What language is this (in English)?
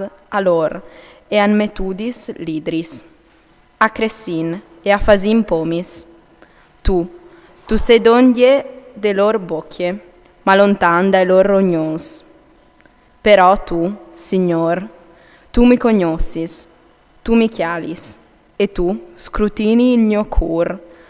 Friulian